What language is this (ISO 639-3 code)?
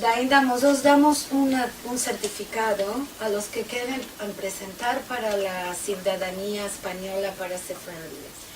lad